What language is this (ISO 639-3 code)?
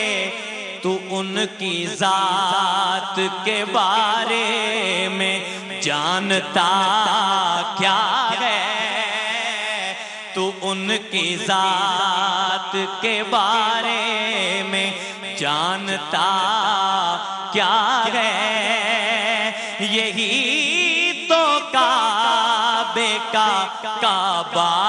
urd